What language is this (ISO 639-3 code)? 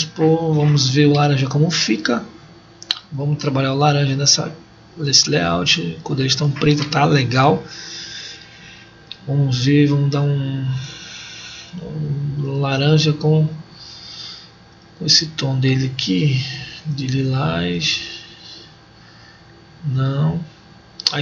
por